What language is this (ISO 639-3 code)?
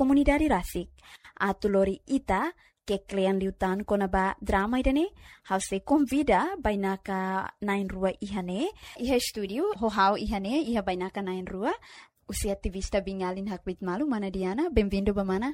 tet